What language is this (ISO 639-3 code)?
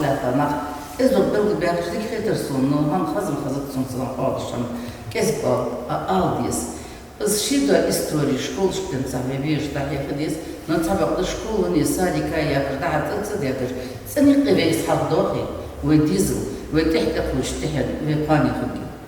inh